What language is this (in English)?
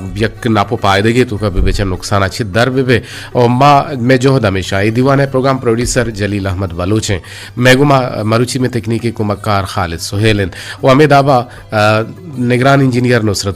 Eastern Balochi